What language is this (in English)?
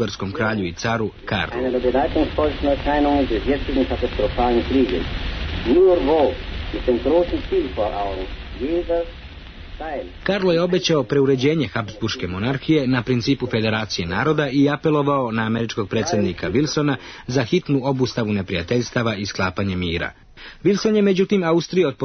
Serbian